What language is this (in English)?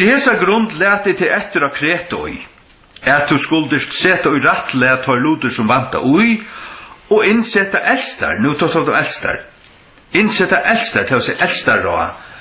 Faroese